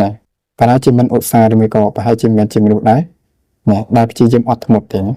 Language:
Khmer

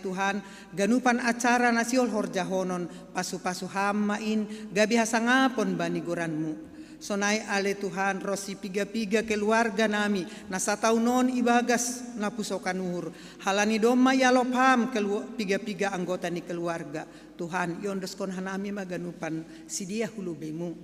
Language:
Batak Simalungun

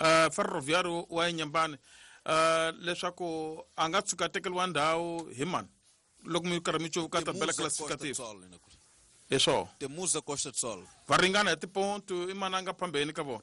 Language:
Tsonga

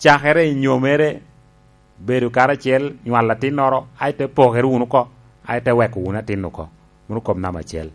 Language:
Lango (Uganda)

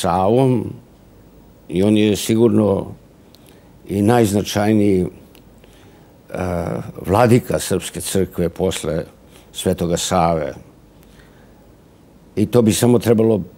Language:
Serbian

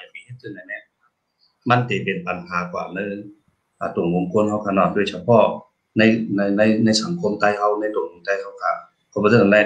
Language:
Shan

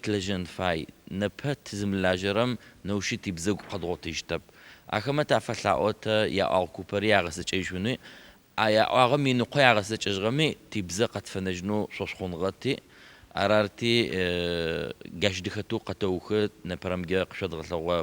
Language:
Adyghe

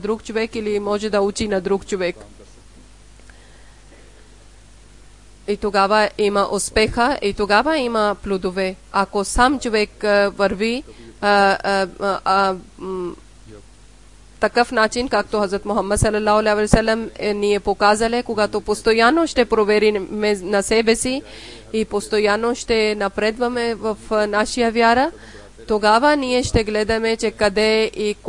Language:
Bulgarian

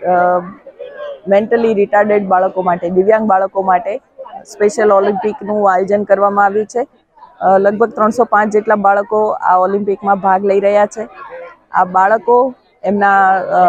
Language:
Gujarati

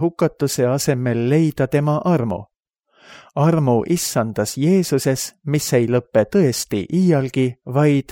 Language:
Estonian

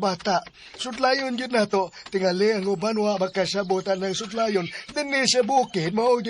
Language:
Cebuano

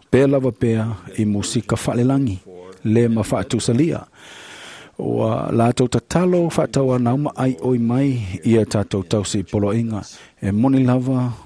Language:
Samoan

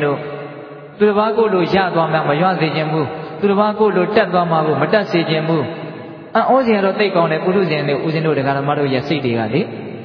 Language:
Burmese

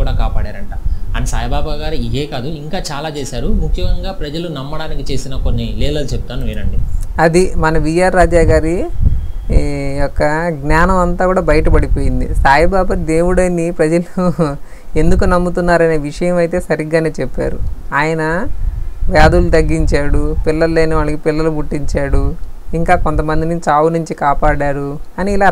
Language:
Telugu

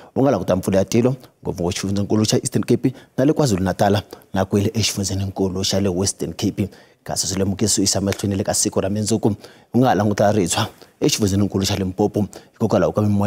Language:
Tsonga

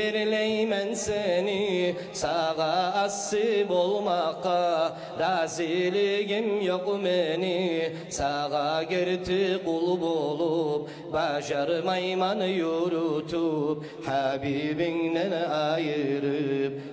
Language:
Kumyk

